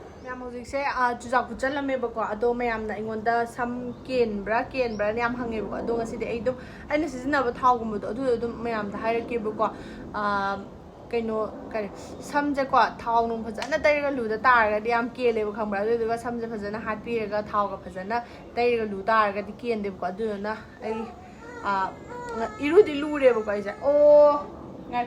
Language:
Manipuri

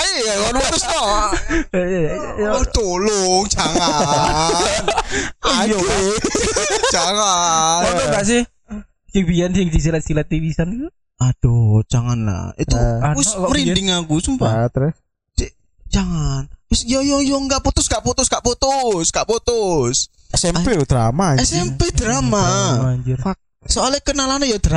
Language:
Indonesian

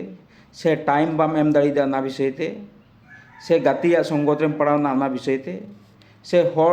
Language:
Santali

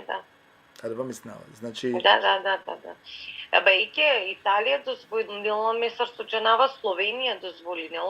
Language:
Balkan Romani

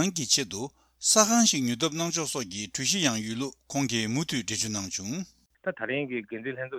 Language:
Tibetan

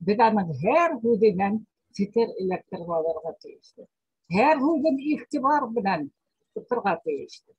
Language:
Bashkir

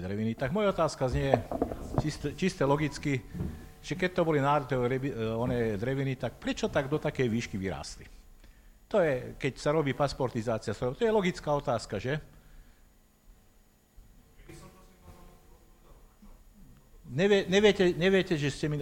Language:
Slovak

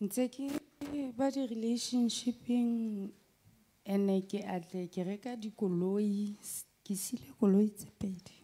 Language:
Southern Sotho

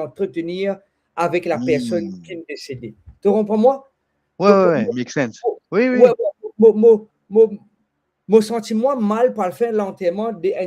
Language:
Morisyen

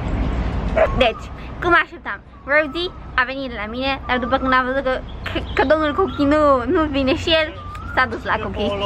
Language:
Romanian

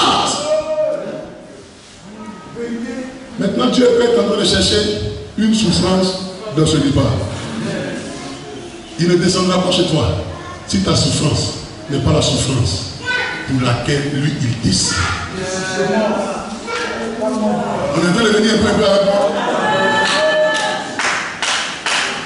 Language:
French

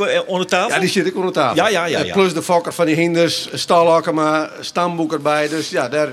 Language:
Western Frisian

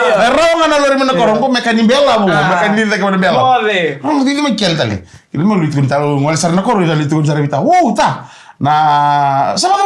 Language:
Fijian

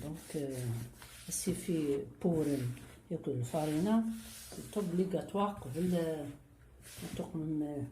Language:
Kabyle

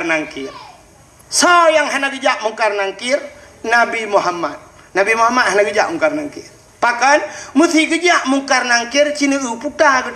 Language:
Achinese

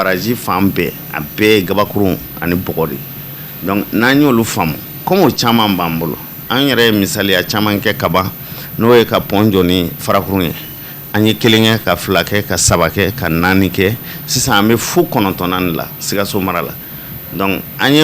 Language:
Bambara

